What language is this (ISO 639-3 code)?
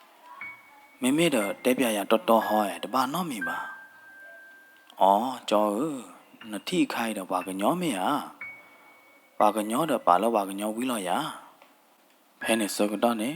ksw